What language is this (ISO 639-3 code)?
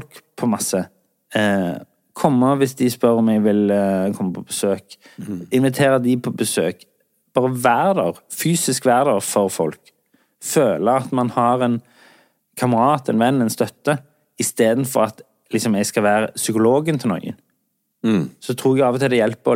nor